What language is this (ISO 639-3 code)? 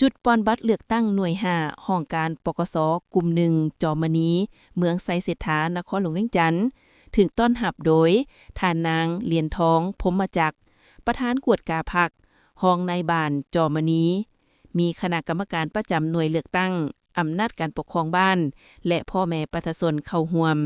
lao